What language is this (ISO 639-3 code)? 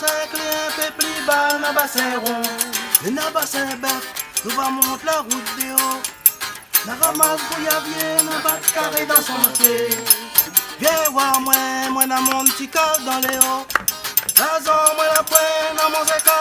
rcf